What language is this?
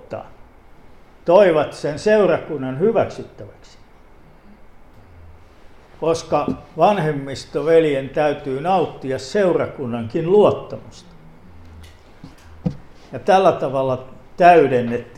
Finnish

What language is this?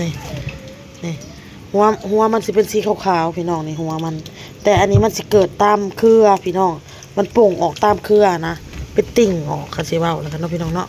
Lao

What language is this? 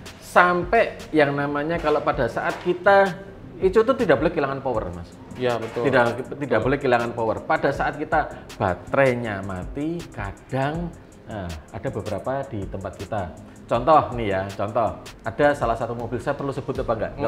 Indonesian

